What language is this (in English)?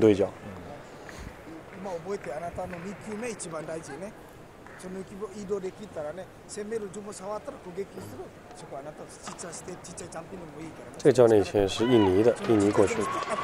Chinese